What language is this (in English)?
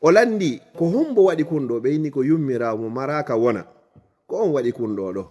Fula